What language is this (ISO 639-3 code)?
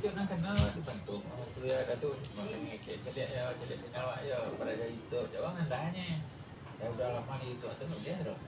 min